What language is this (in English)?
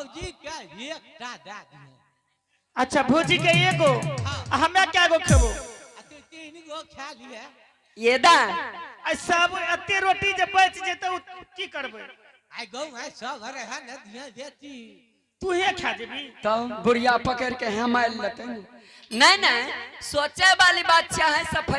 Angika